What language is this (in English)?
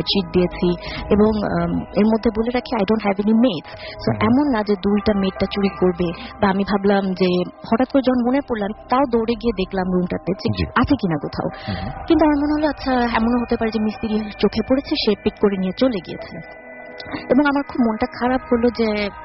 Bangla